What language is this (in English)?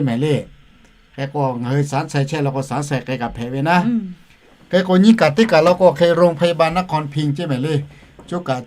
Lahu